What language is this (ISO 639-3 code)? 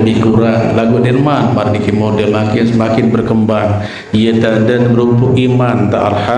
sas